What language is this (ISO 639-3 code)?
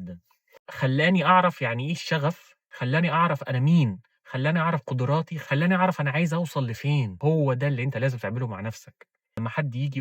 arz